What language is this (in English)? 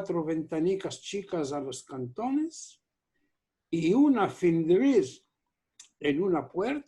Ladino